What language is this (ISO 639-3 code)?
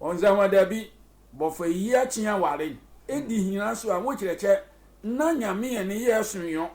sfw